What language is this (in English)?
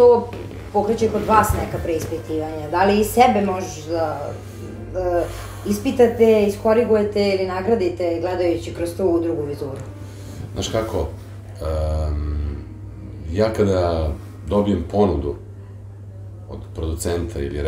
Serbian